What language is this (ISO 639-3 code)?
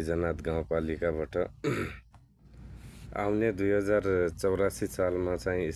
nep